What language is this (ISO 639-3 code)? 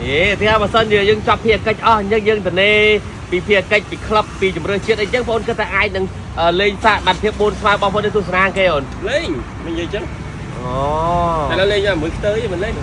khm